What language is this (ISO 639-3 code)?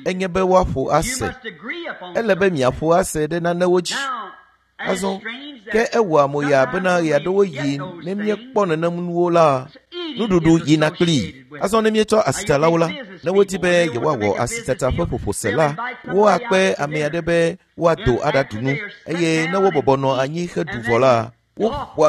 ewe